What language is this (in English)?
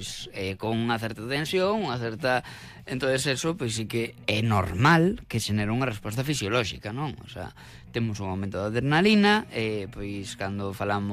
Galician